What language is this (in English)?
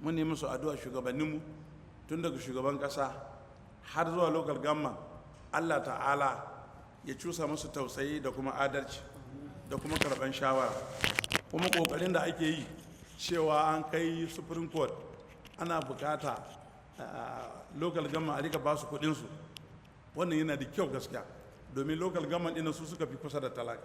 Hausa